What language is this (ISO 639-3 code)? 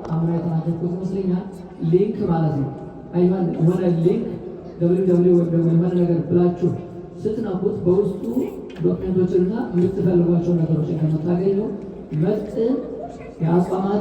amh